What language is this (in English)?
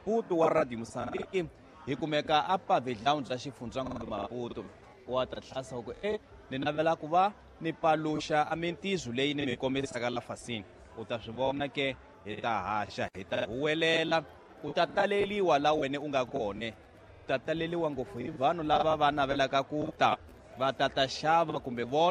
Tsonga